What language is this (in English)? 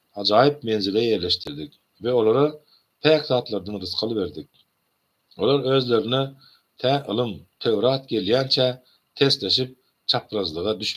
Turkmen